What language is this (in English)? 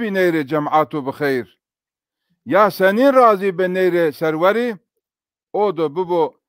Zaza